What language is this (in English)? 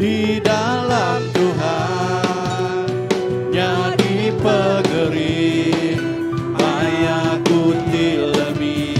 Iban